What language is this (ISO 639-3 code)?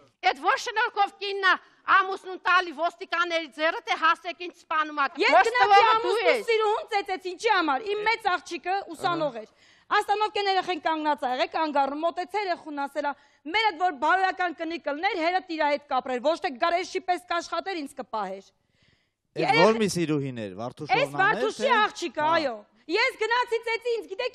hye